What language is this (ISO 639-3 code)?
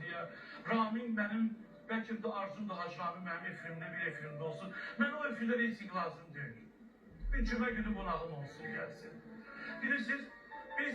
aze